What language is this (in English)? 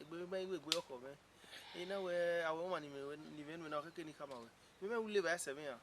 Bini